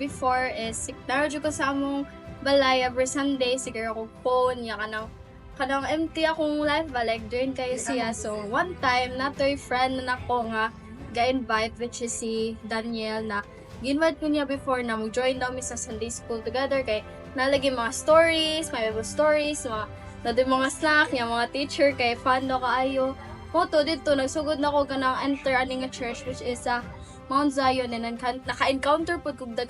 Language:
Cebuano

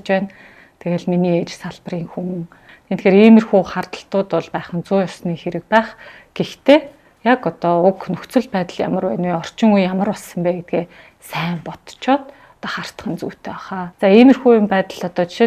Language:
Mongolian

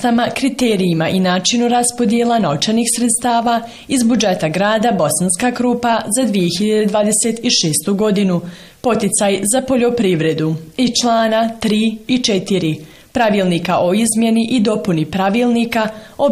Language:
Bosnian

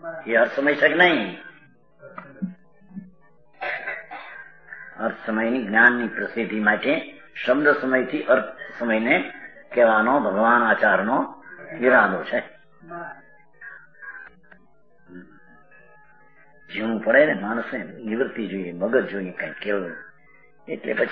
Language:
Gujarati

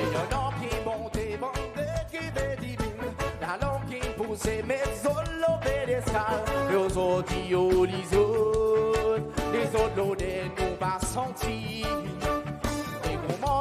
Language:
Seselwa Creole French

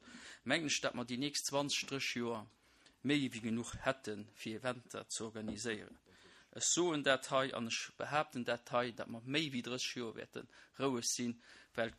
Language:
Luxembourgish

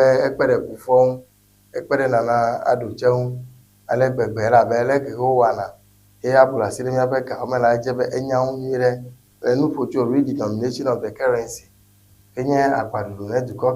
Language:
Ewe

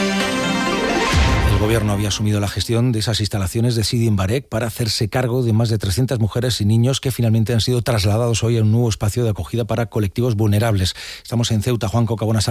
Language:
Spanish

